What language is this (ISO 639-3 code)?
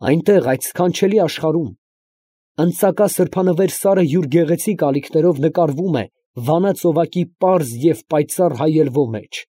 hye